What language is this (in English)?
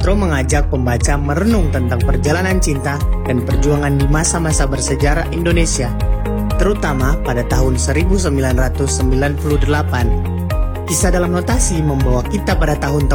Indonesian